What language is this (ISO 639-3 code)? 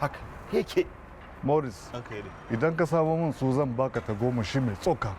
hau